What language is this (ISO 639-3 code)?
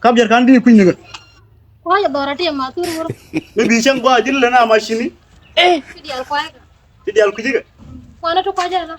nus